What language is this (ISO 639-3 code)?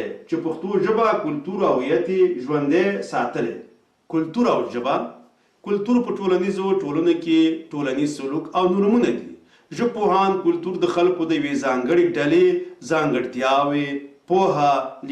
pus